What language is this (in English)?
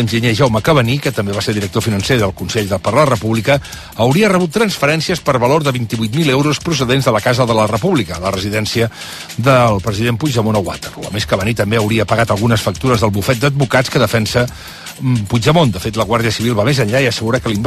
Catalan